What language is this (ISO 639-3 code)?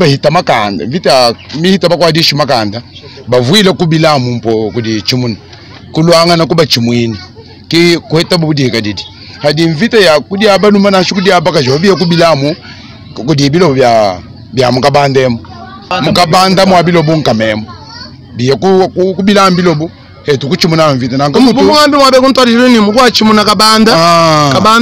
lua